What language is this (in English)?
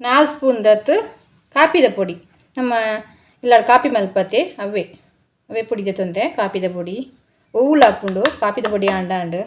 Tulu